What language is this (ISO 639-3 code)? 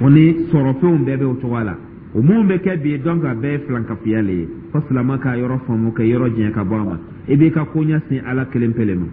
dyu